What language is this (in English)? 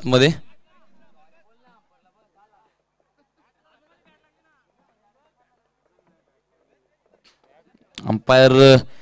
Marathi